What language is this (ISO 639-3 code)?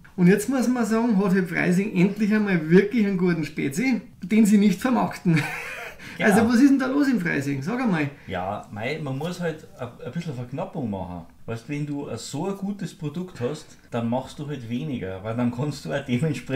bar